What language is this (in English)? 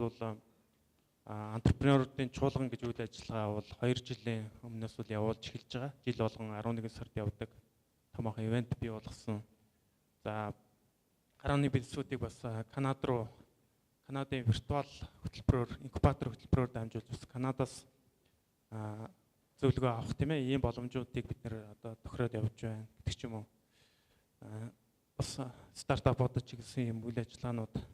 Mongolian